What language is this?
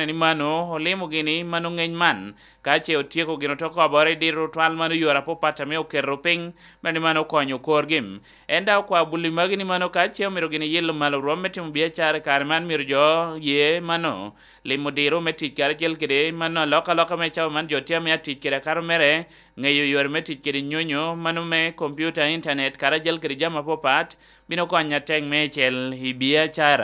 Lango (Uganda)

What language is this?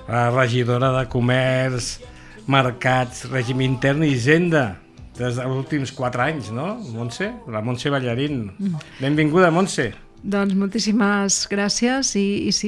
Catalan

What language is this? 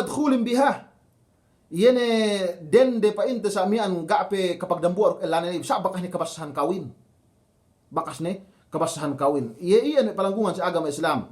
Yakan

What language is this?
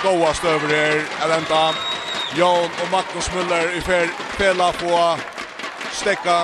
Faroese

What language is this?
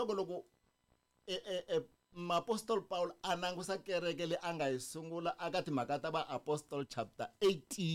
Tsonga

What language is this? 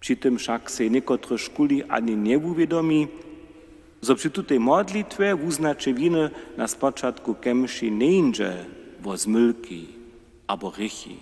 Upper Sorbian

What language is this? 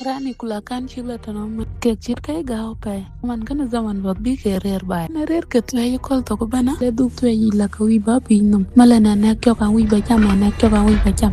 Dinka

